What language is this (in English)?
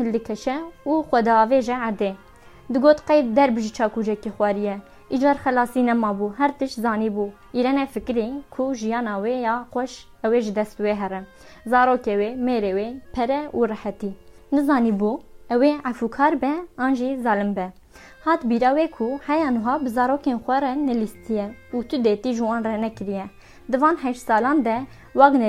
Kurdish